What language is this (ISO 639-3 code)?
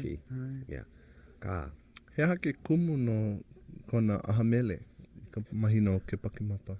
haw